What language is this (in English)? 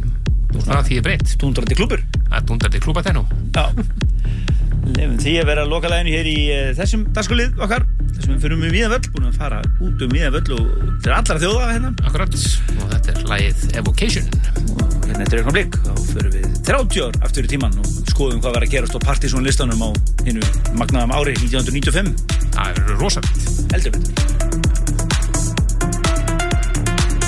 Icelandic